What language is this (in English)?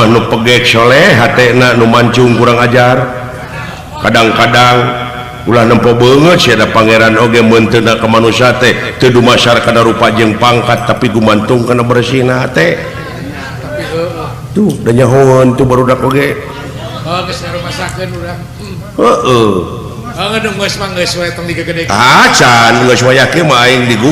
Sundanese